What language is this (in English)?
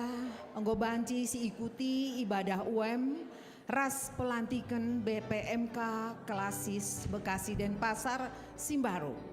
Batak Karo